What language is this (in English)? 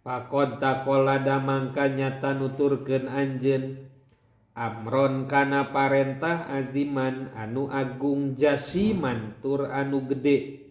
Sundanese